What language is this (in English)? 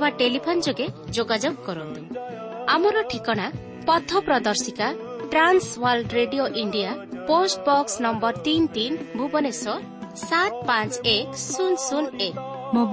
Odia